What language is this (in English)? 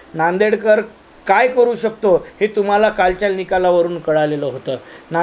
Marathi